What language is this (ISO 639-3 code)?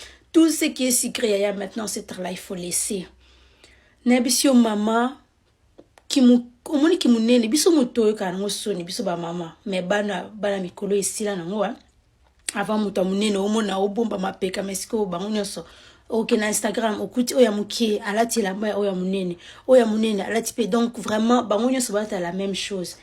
lin